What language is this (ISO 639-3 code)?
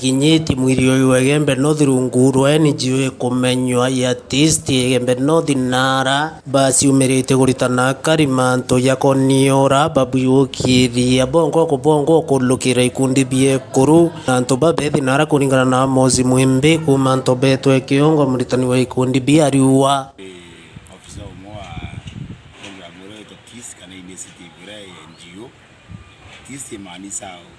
mer